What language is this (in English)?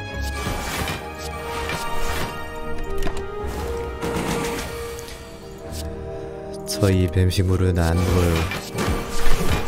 Korean